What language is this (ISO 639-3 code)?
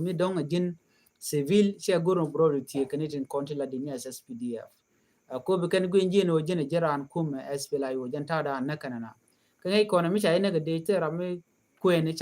nus